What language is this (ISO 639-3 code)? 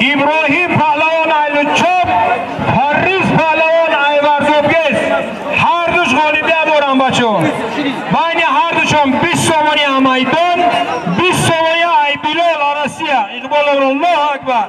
tgk